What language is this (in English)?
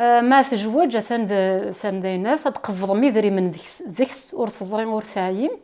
Kabyle